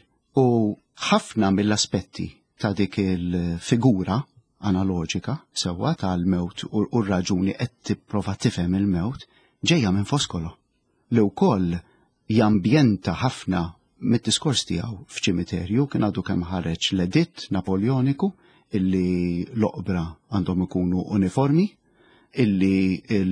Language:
Maltese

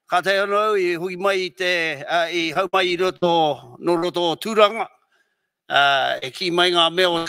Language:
Māori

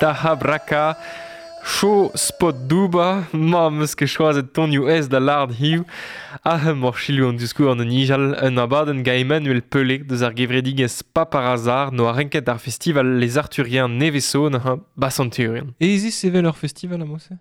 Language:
Breton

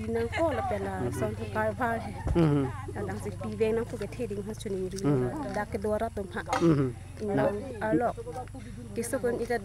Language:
Karbi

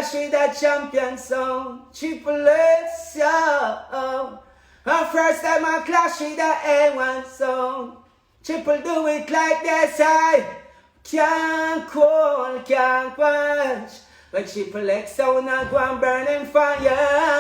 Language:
Jamaican Creole English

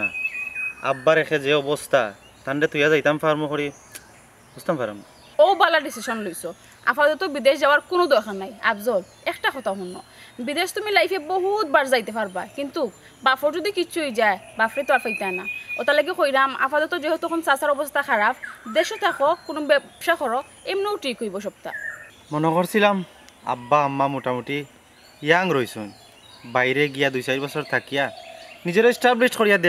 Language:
Sylheti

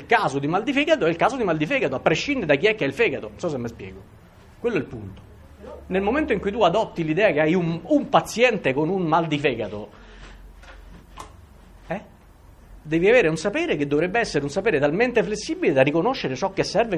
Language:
Italian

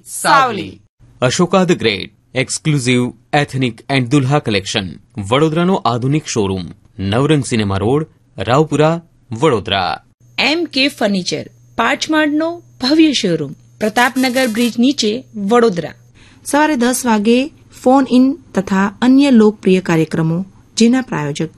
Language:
Gujarati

